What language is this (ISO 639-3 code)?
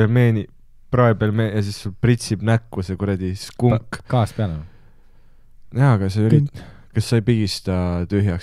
est